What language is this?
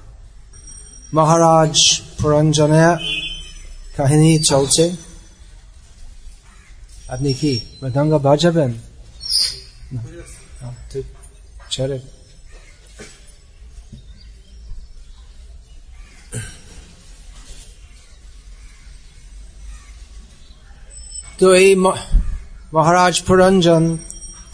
Bangla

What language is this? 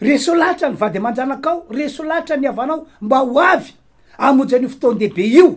Malagasy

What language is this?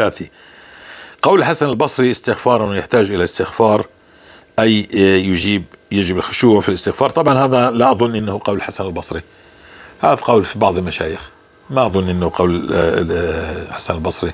North Levantine Arabic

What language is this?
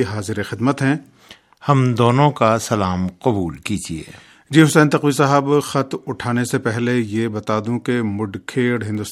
Urdu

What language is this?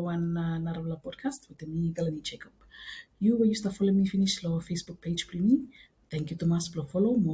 Bislama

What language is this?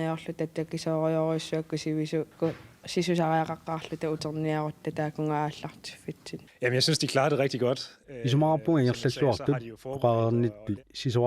Kalaallisut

